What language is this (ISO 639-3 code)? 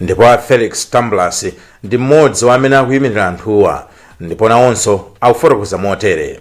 nya